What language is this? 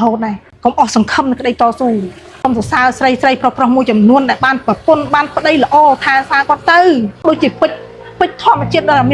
Khmer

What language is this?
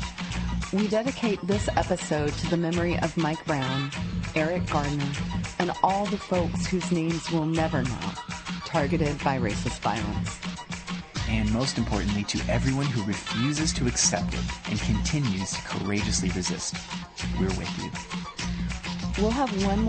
English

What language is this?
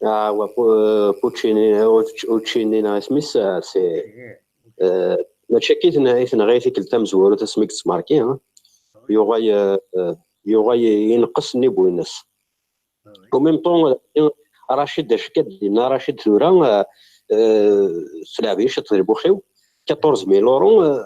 Kabyle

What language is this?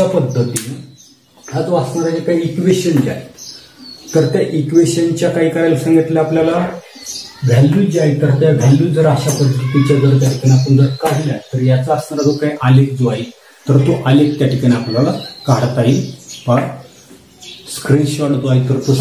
Marathi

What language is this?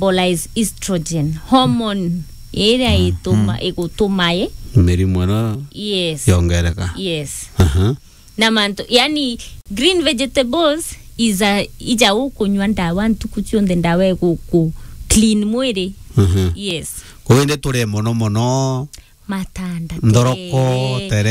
Meru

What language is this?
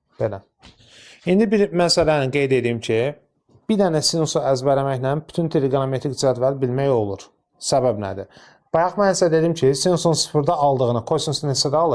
Azerbaijani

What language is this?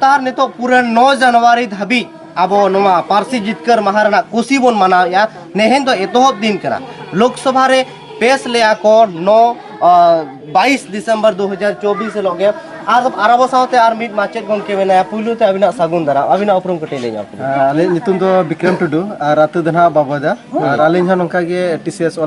Santali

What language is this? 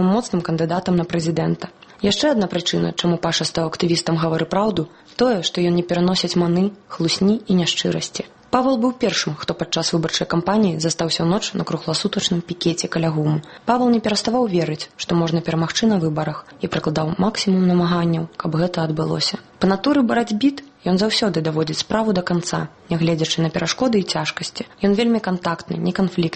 Belarusian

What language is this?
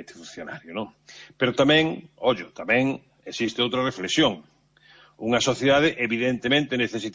Galician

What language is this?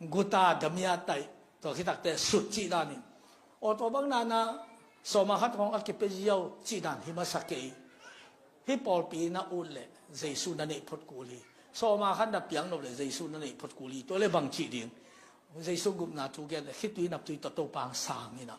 Tedim Chin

